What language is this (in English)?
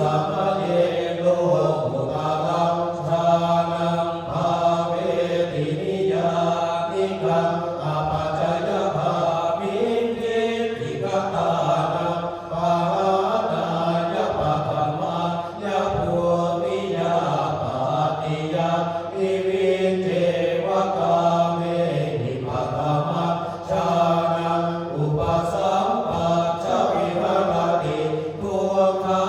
Pali